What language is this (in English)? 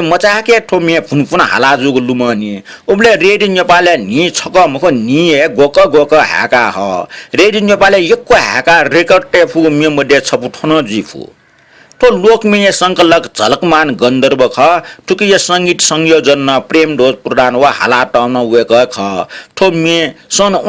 Newari